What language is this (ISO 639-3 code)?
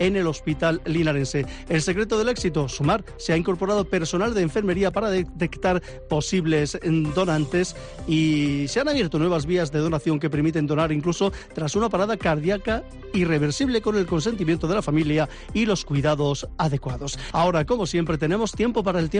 spa